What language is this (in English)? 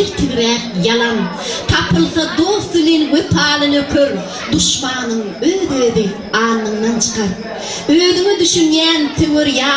Turkmen